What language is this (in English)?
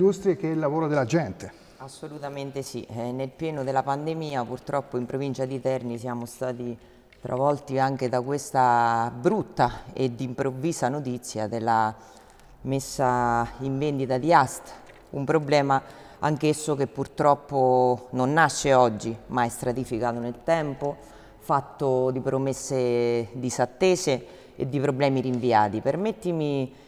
Italian